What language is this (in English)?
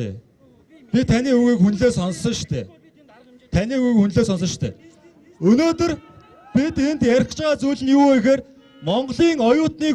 Mongolian